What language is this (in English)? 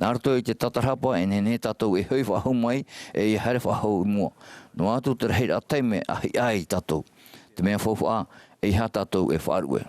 Tahitian